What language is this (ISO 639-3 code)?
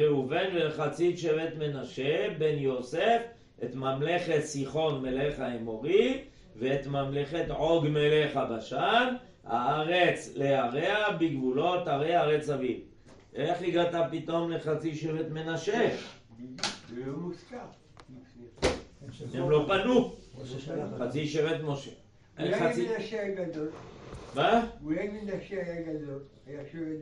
heb